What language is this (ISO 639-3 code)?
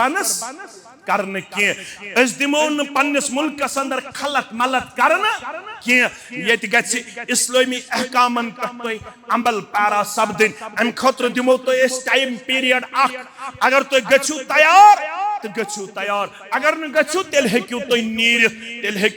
kas